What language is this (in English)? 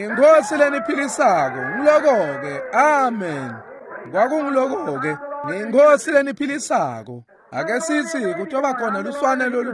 Swati